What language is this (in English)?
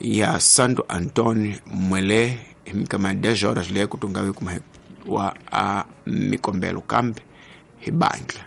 Tsonga